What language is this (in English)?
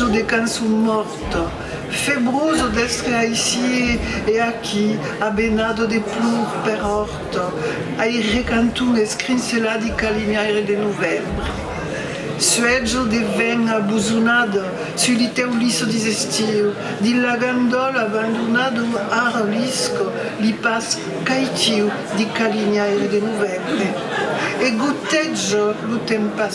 Occitan